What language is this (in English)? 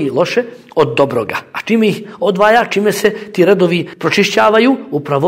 Bosnian